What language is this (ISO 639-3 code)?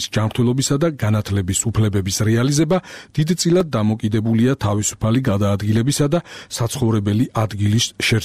kat